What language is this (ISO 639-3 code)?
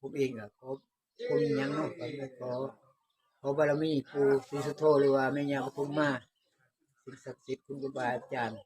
tts